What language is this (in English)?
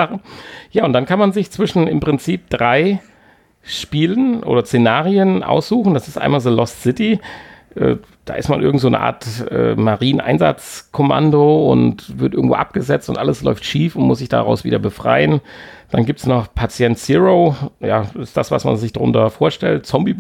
German